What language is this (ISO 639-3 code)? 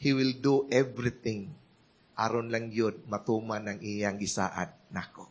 ceb